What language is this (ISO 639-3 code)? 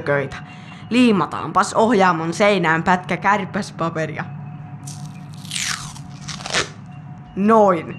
fin